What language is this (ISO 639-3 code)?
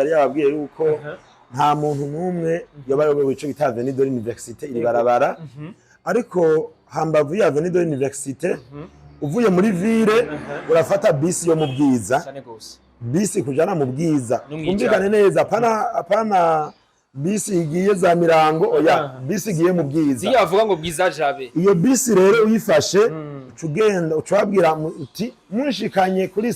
run